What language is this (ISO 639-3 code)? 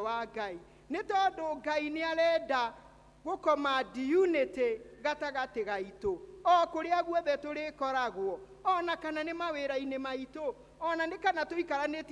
kik